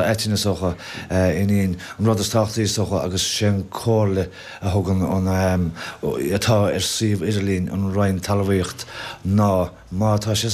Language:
Irish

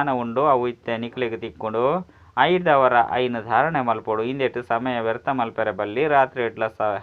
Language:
Tulu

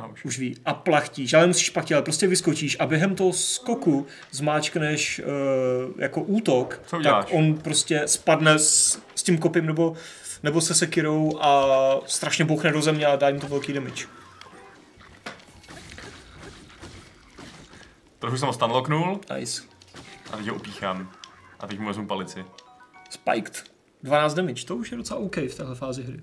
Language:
Czech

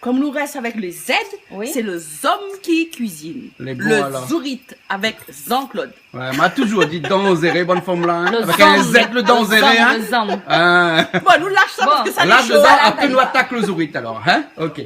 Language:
Réunion Creole French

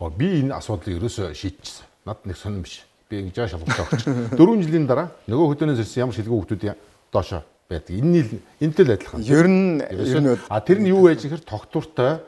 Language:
Mongolian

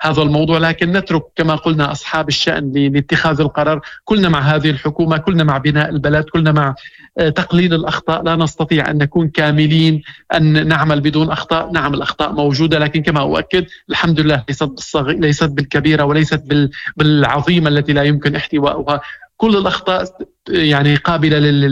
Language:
Moroccan Arabic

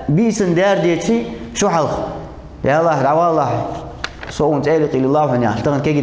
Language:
Ingush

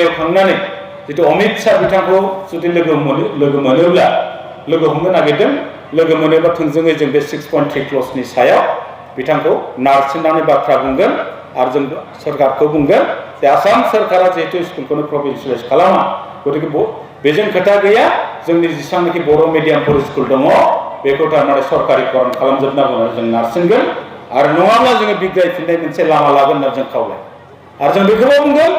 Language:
Bodo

